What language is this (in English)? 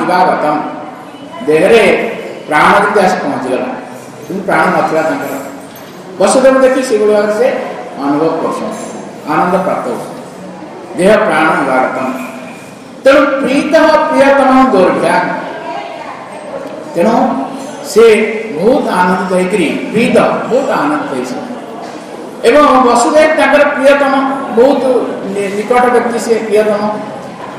Odia